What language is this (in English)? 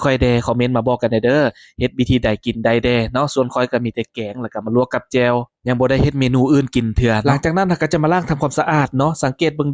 Lao